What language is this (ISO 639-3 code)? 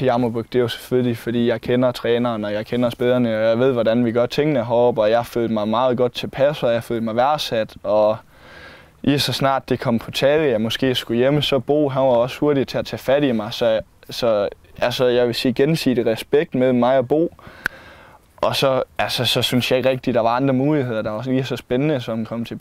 dan